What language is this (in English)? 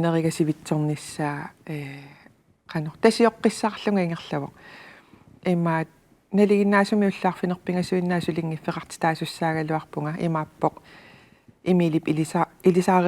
Kalaallisut